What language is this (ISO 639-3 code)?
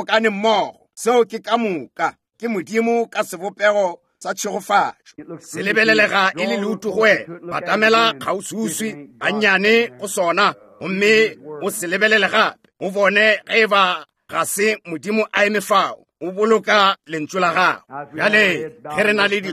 nso